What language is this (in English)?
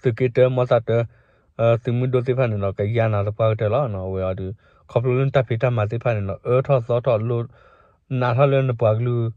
S'gaw Karen